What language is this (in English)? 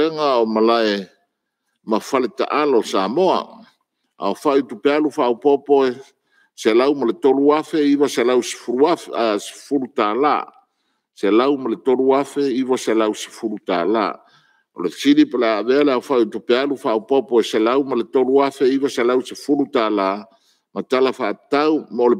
Samoan